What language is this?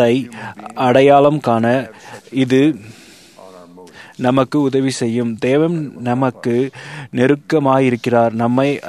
Tamil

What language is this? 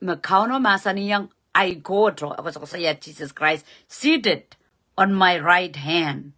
Pohnpeian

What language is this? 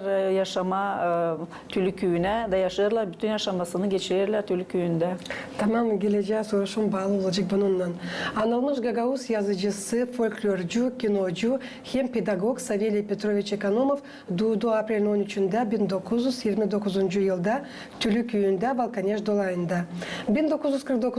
Gagauz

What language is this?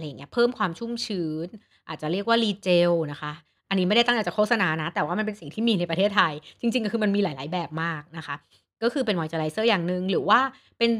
Thai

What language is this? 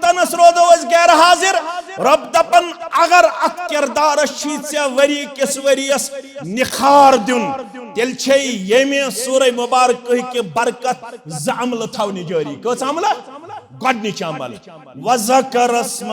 Kashmiri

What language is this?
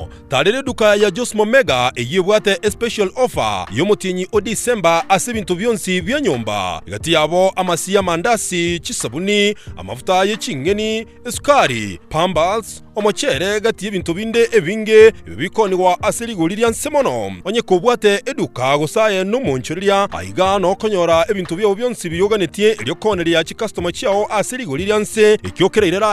Gusii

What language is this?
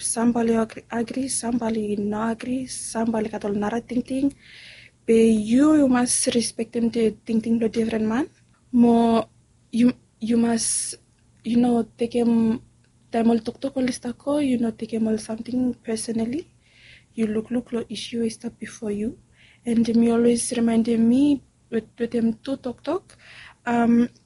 Bislama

